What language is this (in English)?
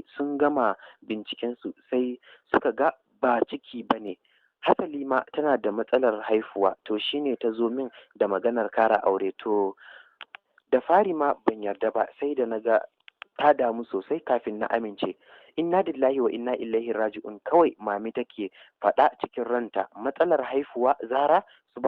Hausa